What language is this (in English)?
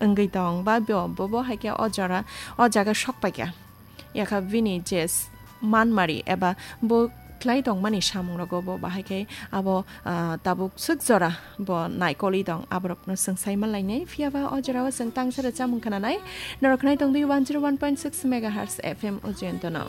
Kok Borok